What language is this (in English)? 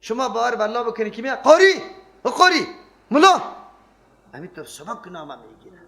Persian